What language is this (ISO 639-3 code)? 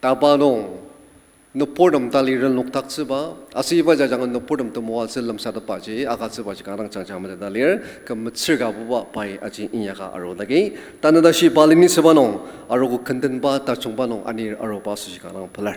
njo